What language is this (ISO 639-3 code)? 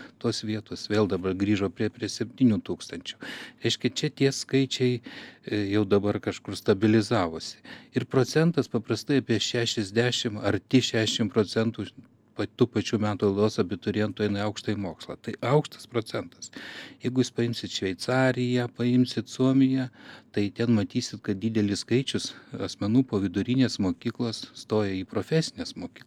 lit